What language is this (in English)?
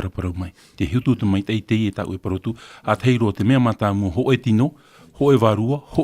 Tahitian